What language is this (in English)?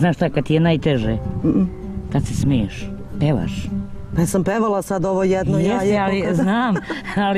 Serbian